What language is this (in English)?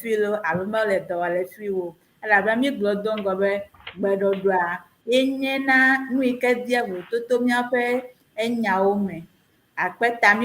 Ewe